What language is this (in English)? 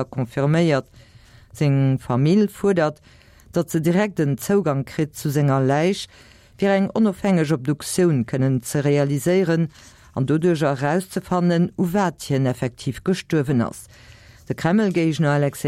Luxembourgish